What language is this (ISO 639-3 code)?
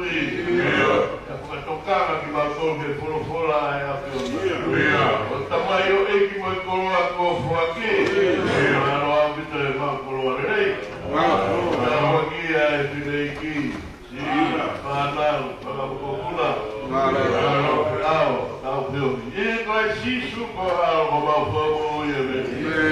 ton